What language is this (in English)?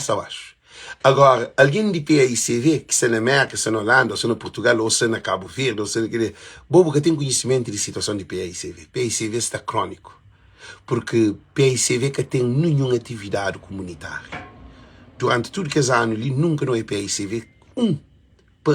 Kabuverdianu